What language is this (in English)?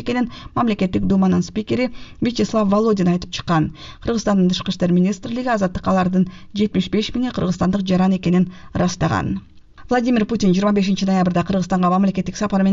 Kyrgyz